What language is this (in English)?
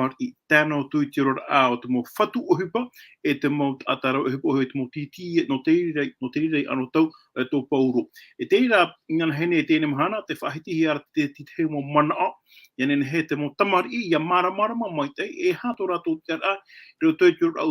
Tahitian